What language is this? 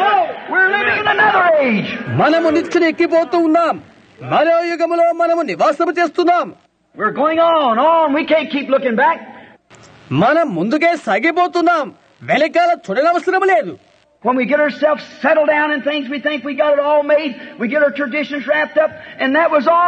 Telugu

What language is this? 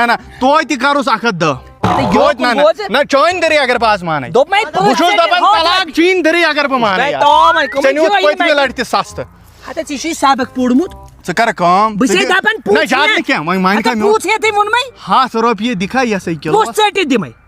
Kashmiri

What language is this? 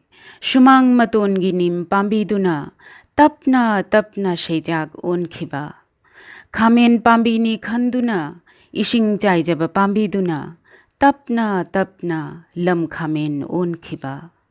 Manipuri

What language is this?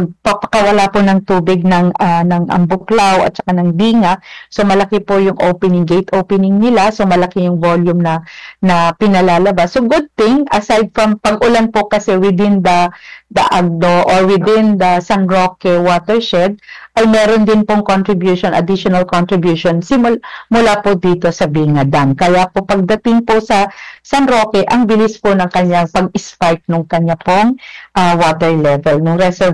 Filipino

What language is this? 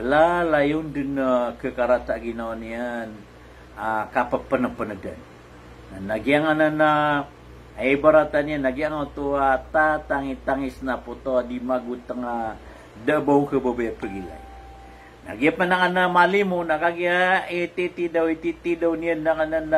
Maranao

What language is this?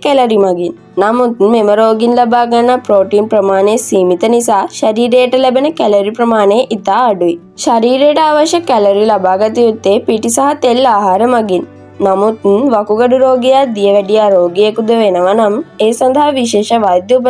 Sinhala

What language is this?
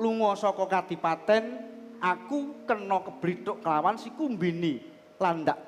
Javanese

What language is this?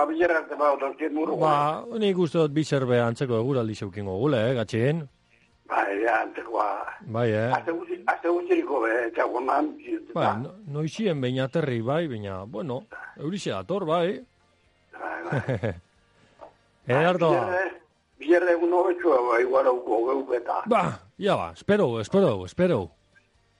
Basque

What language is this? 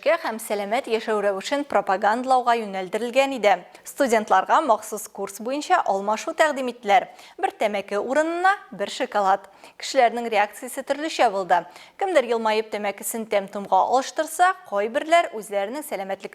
Tatar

